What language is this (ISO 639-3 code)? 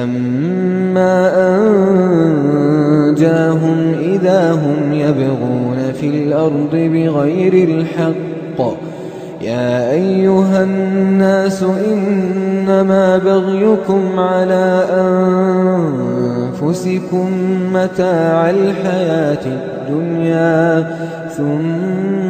ara